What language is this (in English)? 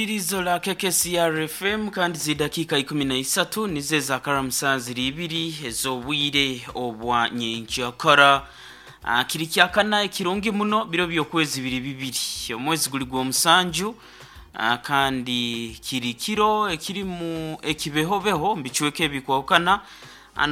Nyoro